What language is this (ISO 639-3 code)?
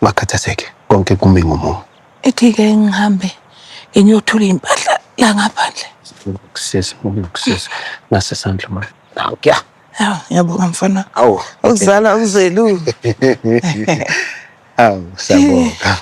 zul